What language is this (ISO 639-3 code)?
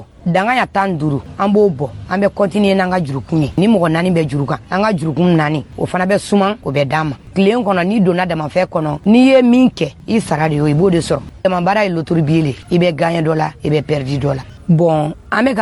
dyu